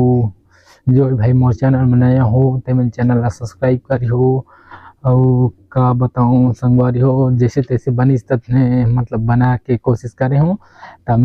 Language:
Chhattisgarhi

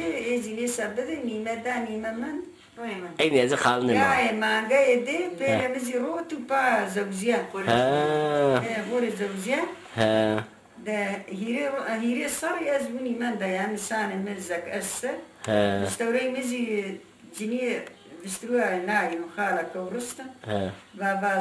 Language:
Zaza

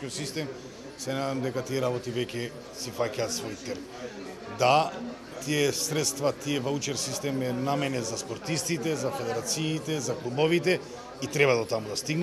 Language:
Macedonian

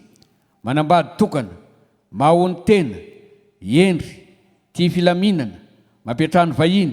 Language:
Malagasy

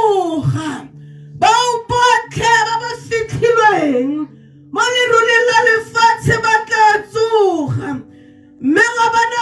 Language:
Tswana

